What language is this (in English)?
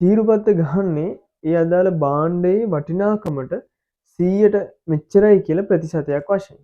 Sinhala